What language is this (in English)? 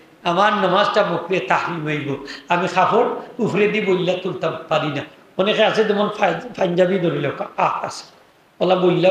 Sylheti